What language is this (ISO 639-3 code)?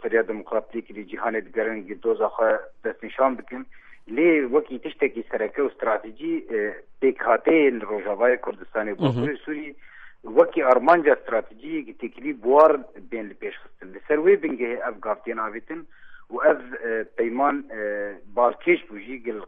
kur